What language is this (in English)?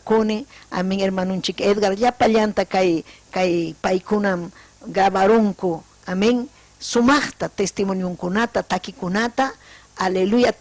Ayacucho Quechua